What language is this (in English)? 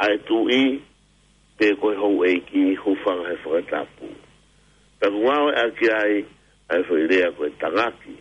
Tongan